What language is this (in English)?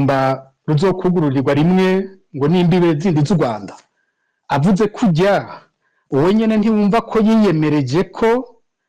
Rundi